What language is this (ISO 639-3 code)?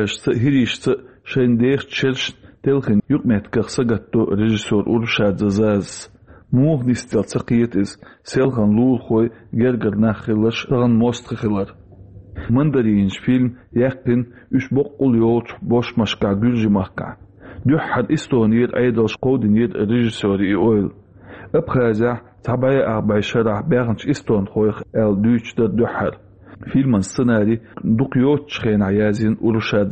che